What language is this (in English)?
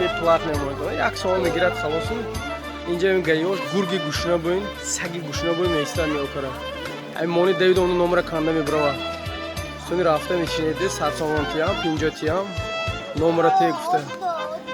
Tajik